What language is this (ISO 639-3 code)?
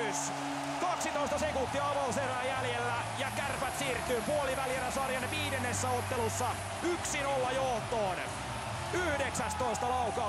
fin